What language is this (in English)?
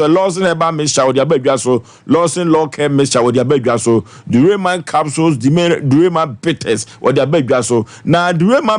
Akan